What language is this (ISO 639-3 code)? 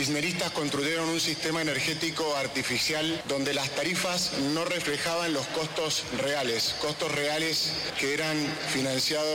spa